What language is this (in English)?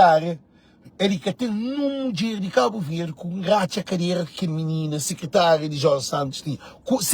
Kabuverdianu